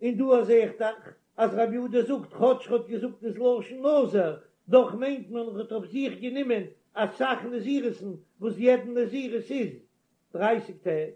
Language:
Yiddish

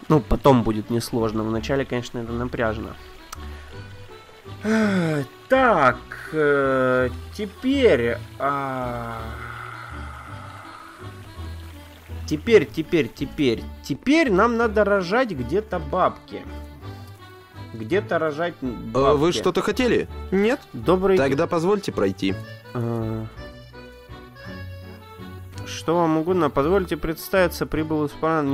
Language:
Russian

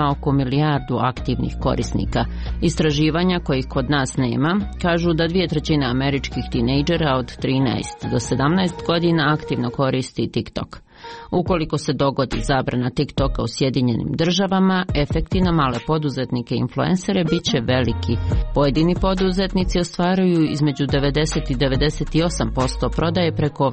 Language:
Croatian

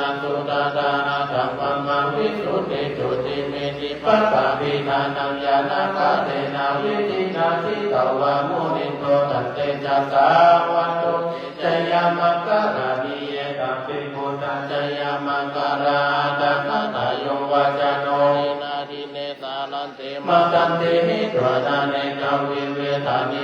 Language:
Pali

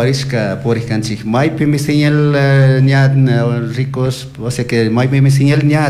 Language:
Chimborazo Highland Quichua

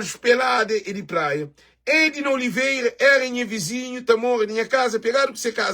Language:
Kabuverdianu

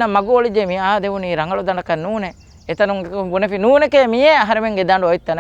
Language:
Divehi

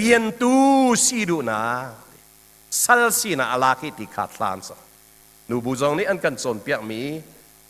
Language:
Hakha Chin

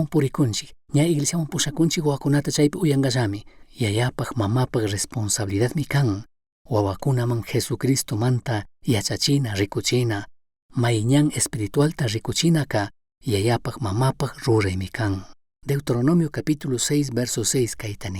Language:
Chimborazo Highland Quichua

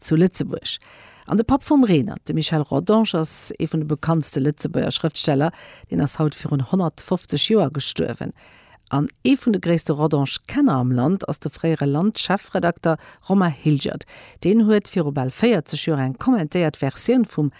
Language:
Luxembourgish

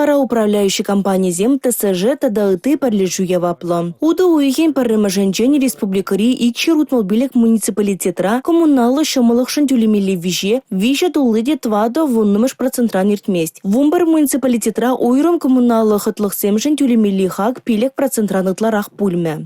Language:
Chuvash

